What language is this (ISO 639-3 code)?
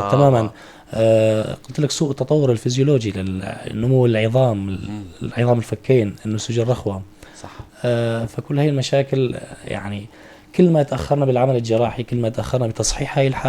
apc